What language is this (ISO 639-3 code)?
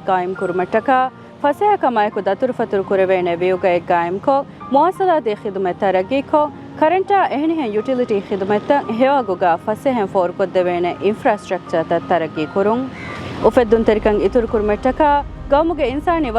div